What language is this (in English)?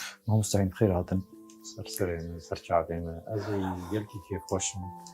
Kurdish